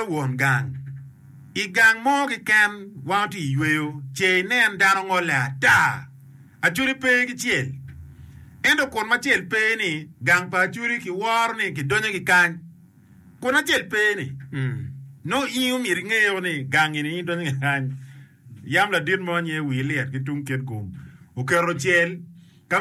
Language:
Acoli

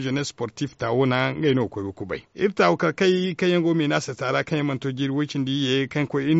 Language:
Zarma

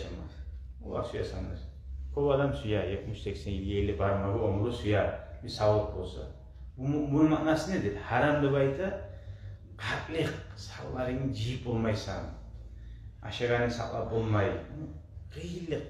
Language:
Kumyk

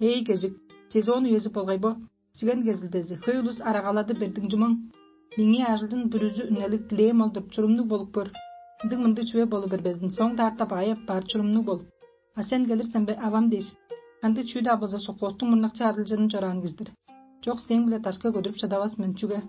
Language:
Tuvinian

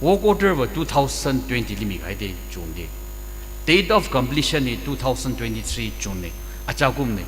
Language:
Tangkhul Naga (India)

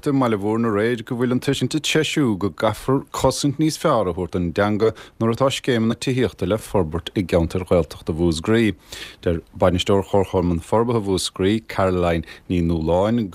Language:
Irish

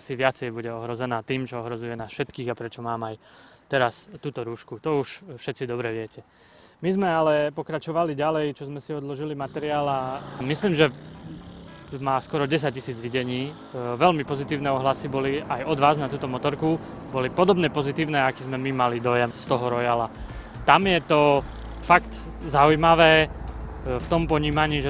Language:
Slovak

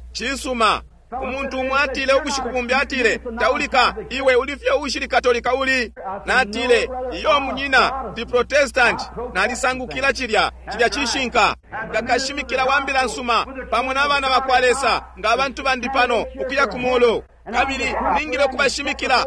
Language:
Bemba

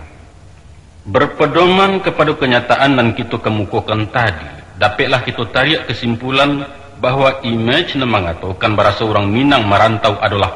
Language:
Minangkabau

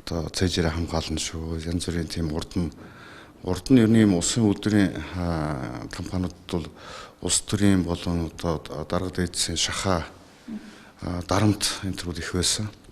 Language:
Mongolian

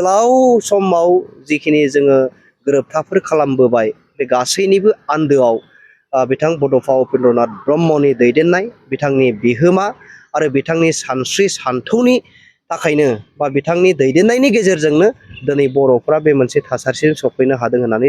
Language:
Bodo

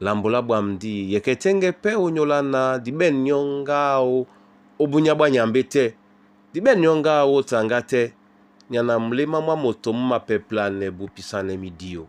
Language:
Duala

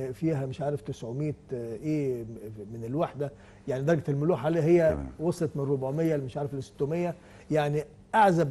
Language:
Egyptian Arabic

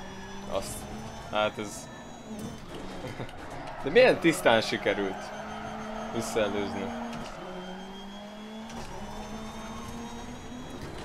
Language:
Hungarian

